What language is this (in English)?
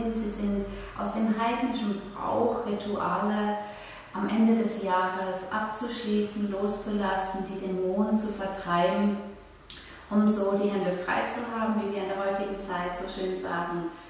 Swiss German